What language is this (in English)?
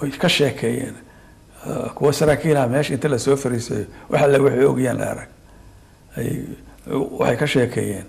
Somali